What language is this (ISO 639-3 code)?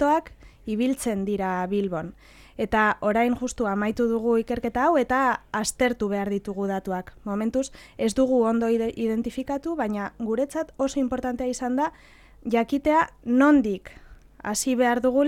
eus